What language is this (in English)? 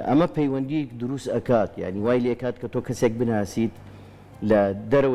Central Kurdish